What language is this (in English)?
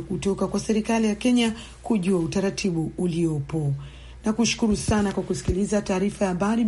Swahili